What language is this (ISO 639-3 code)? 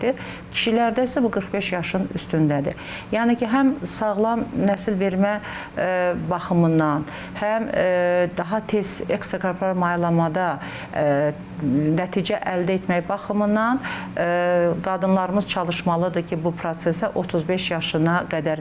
aze